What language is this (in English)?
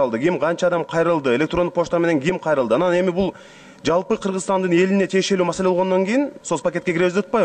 Kyrgyz